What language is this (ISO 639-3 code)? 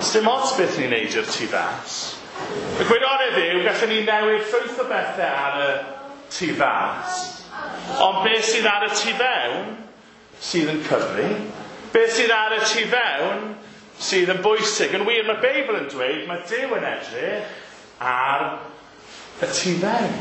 cym